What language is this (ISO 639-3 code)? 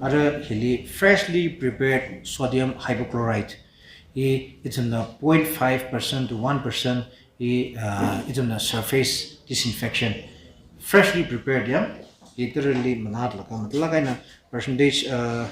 nmf